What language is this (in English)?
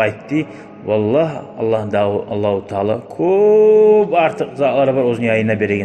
Kumyk